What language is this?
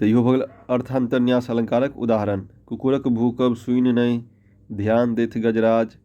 Maithili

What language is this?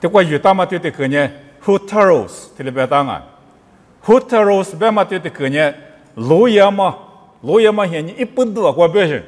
Lisu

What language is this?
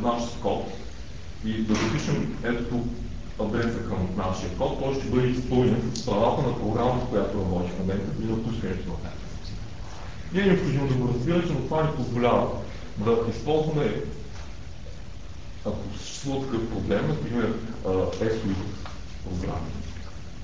Bulgarian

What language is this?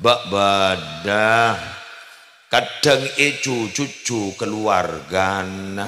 Madurese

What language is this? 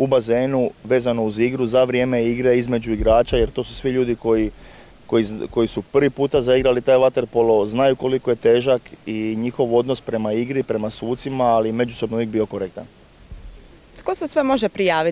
Croatian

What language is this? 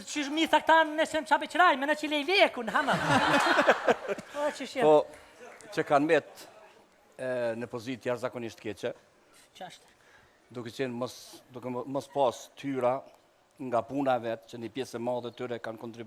Albanian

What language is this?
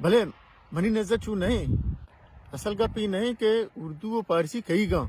Baluchi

